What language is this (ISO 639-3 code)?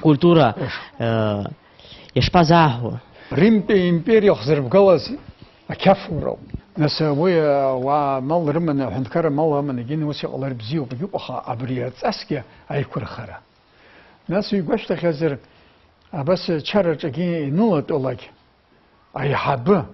abk